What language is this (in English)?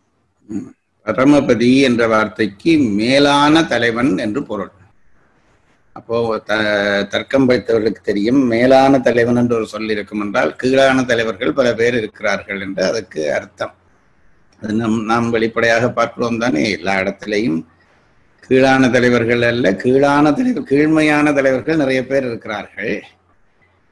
Tamil